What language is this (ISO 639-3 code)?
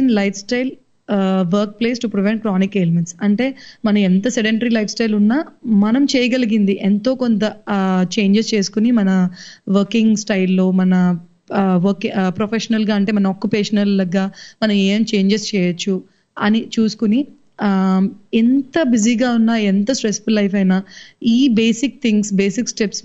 tel